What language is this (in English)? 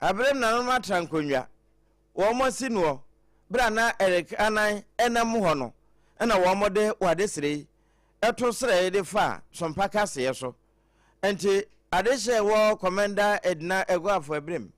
Akan